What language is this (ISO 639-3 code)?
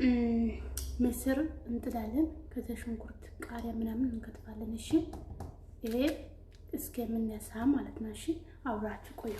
amh